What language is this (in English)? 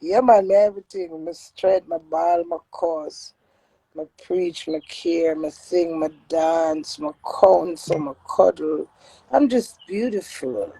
Jamaican Creole English